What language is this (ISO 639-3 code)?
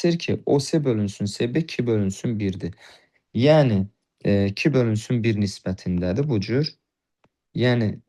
aze